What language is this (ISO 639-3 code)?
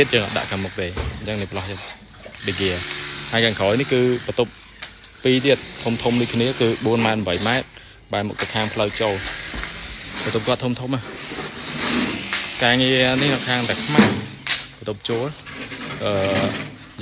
khm